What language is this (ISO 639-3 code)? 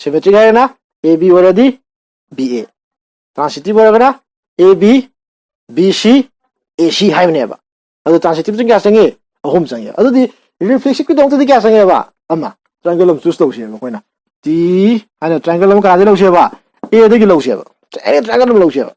mni